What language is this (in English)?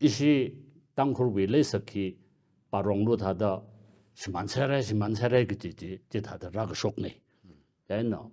Tangkhul Naga (India)